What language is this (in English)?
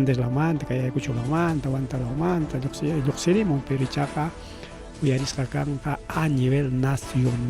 Ayacucho Quechua